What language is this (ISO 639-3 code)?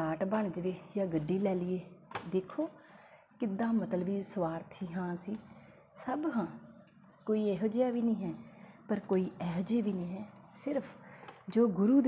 pan